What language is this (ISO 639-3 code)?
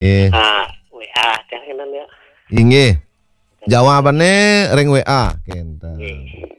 ban